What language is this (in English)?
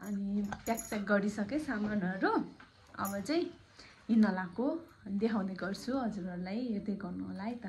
Nepali